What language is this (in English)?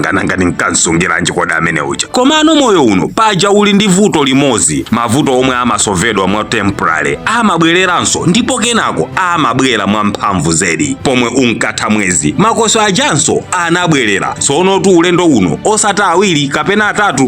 Nyanja